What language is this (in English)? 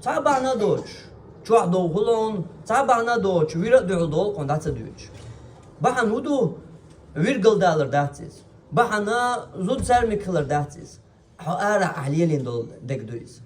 Chechen